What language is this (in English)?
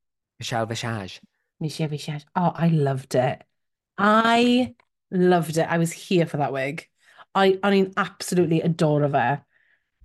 Welsh